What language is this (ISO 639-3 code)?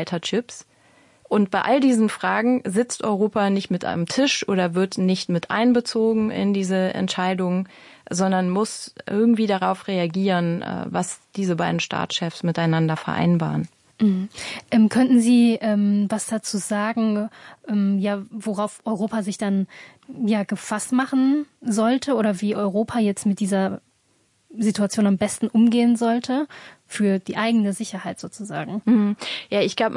deu